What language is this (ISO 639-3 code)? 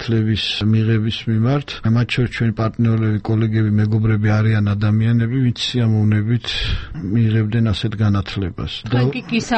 kat